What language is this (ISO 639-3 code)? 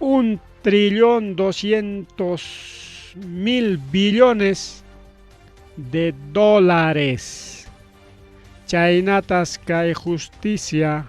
quy